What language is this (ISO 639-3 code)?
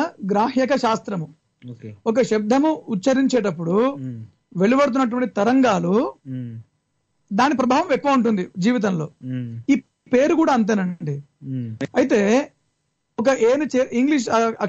tel